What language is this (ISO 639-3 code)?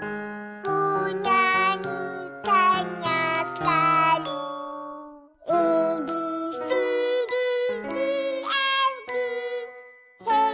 msa